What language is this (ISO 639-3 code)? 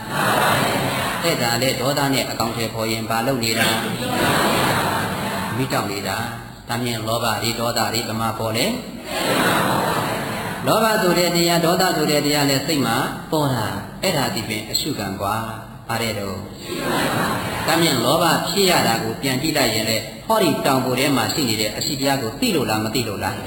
mya